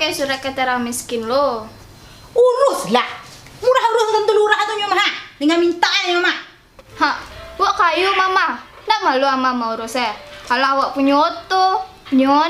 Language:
Minangkabau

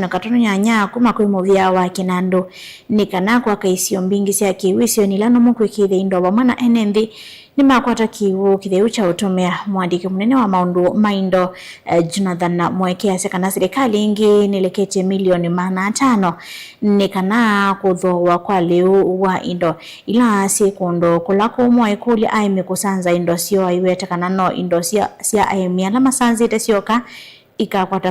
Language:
Kamba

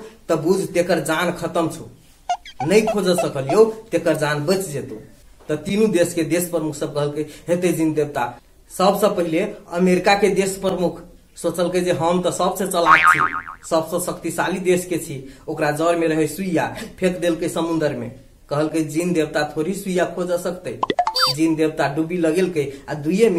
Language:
Maithili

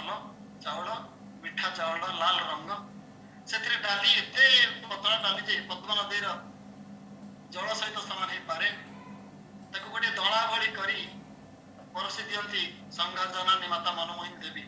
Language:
Odia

